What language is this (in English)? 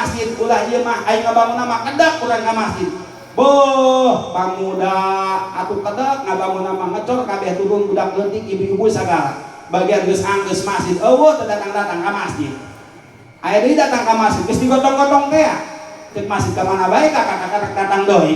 Sundanese